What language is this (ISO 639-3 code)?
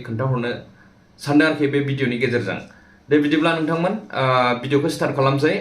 brx